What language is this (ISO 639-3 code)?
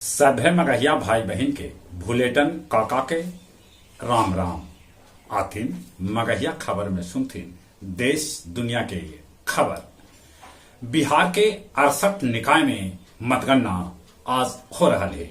mag